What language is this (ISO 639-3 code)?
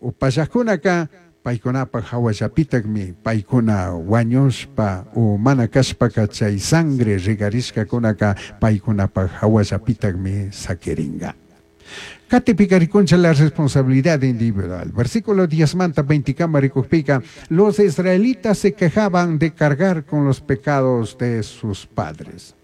qug